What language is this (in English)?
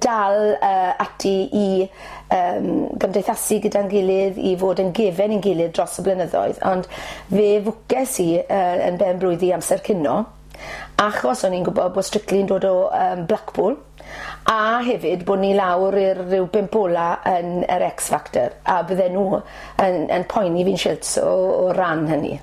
Welsh